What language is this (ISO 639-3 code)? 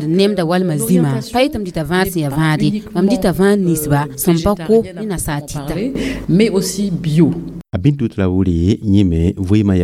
mos